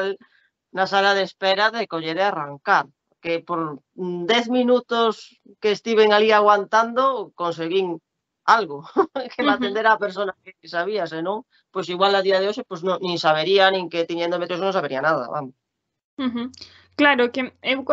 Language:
Galician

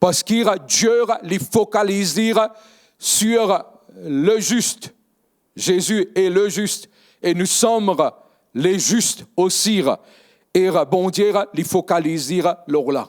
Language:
Morisyen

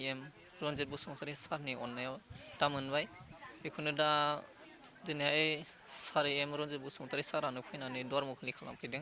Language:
Bodo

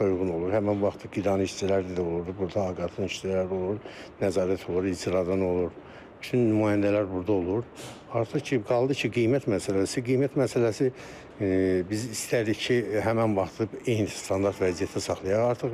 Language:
Azerbaijani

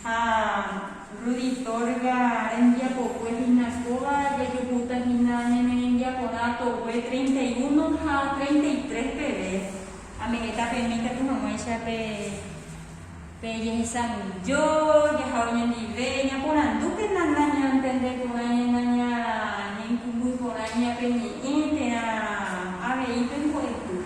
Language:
Guarani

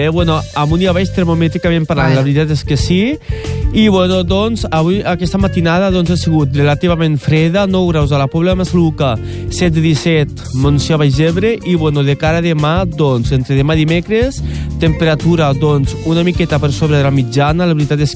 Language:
Catalan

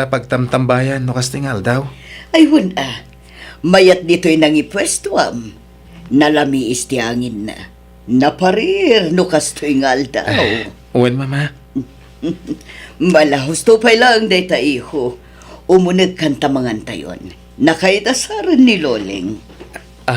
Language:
Iloko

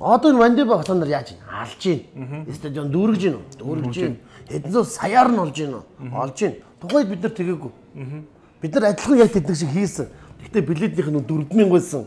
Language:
Mongolian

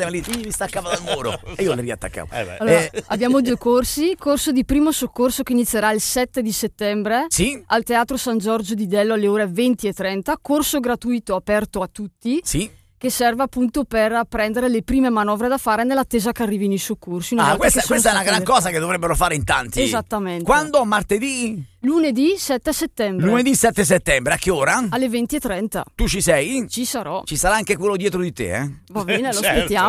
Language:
Italian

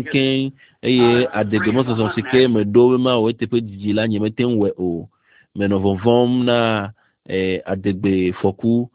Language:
Ewe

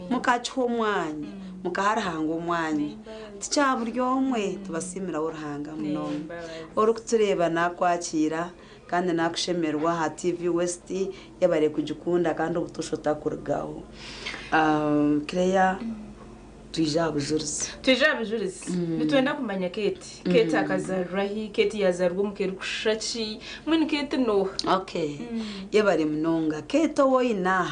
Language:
Nyankole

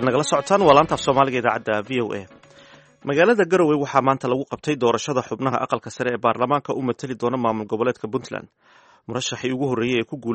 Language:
Somali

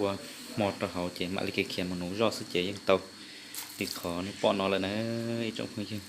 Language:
Hmong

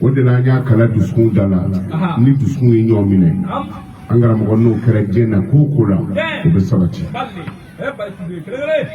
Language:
Bambara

